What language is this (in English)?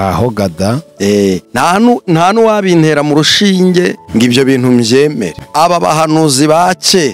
Kinyarwanda